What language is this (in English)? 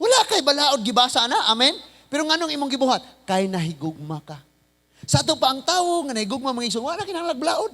Cebuano